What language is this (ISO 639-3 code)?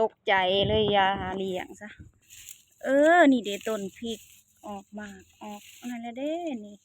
tts